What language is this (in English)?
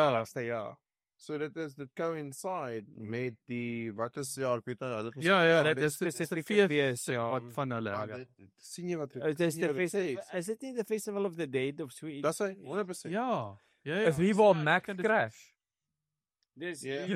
Afrikaans